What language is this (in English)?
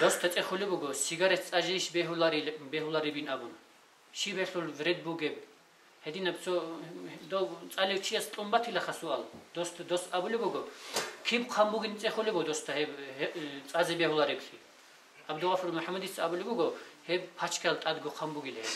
Avaric